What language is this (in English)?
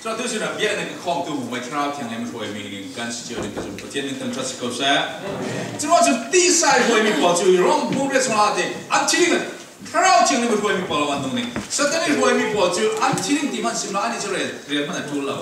Falam Chin